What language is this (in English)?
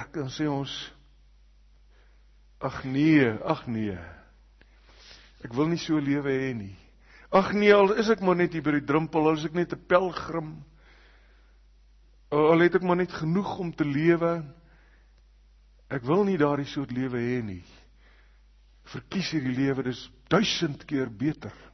Afrikaans